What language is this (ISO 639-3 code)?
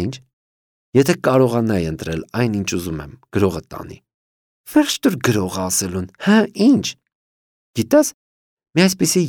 hye